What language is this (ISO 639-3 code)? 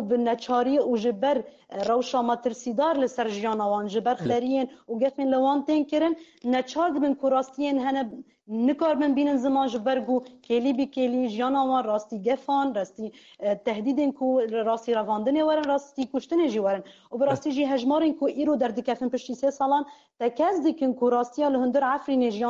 kur